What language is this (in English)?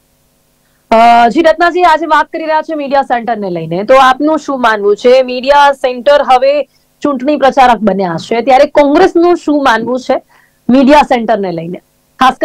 Gujarati